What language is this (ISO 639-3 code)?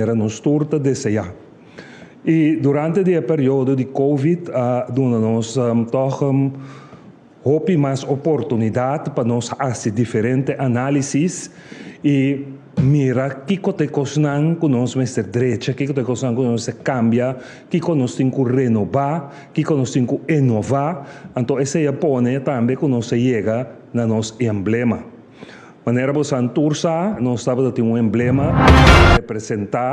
pap